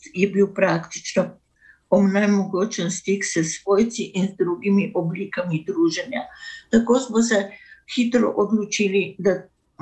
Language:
Slovenian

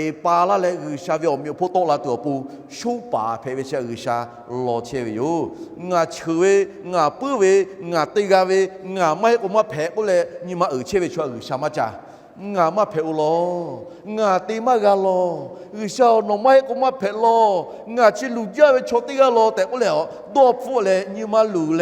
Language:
Lahu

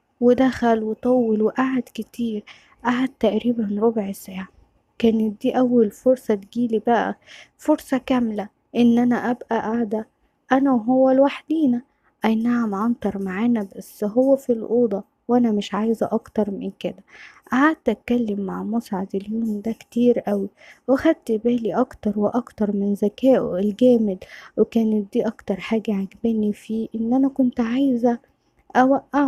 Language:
Egyptian Arabic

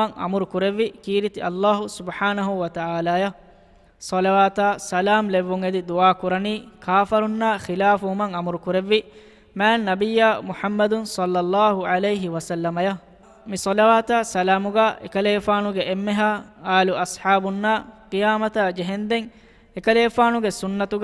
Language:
Divehi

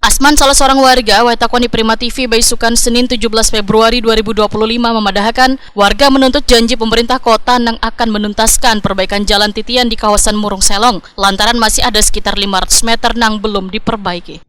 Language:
Banjar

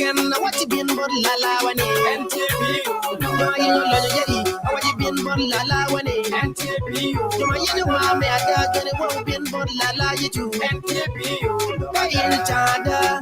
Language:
Acoli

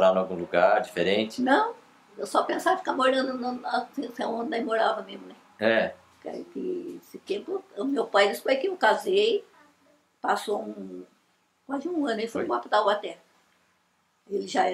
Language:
Portuguese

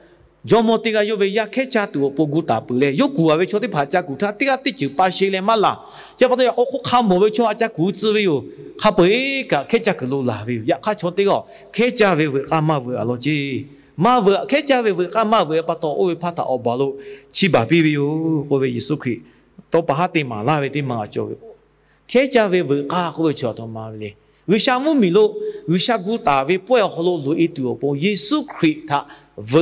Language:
Lahu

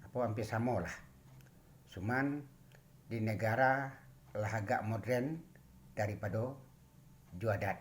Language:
Minangkabau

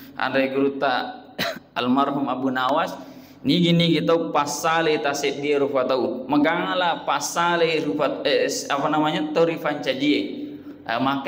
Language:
Buginese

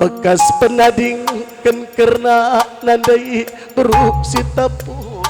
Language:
Batak Karo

